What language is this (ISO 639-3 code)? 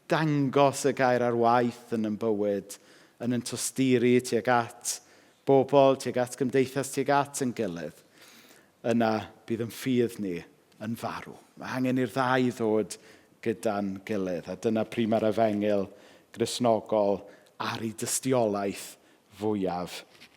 cym